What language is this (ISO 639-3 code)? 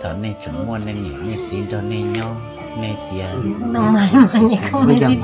hmn